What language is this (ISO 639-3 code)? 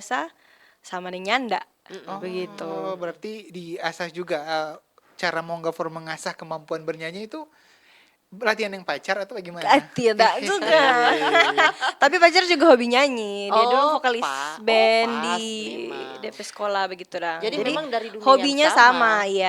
xmm